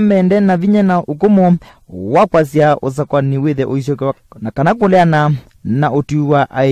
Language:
Kamba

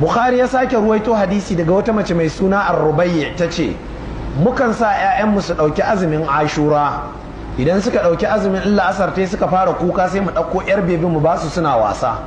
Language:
Hausa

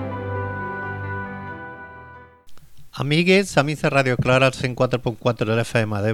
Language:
Catalan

